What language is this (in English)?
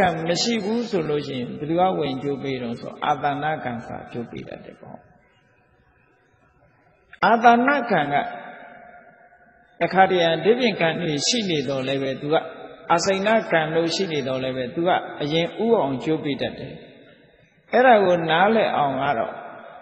Burmese